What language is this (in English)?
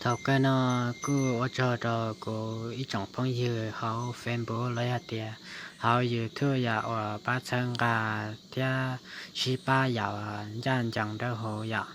Hmong